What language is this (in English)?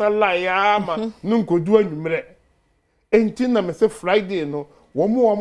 Akan